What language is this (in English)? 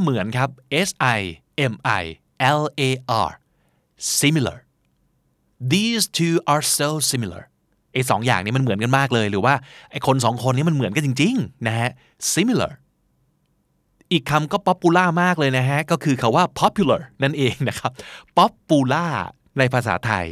Thai